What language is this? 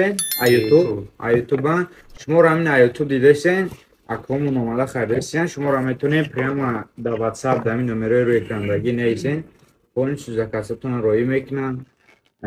Tajik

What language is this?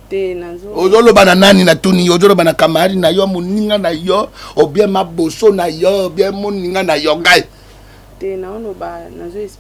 Lingala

